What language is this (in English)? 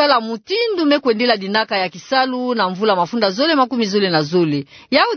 Kituba (Democratic Republic of Congo)